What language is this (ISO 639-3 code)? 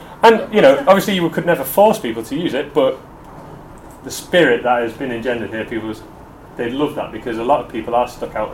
eng